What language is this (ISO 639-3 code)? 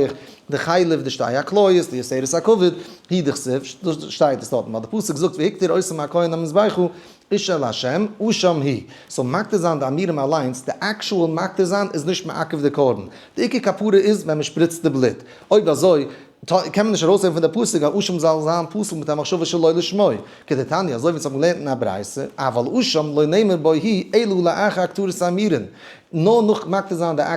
yid